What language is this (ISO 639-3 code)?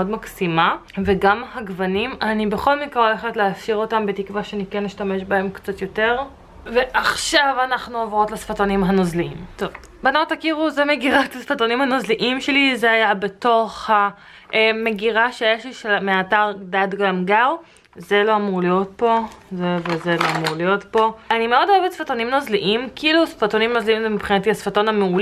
heb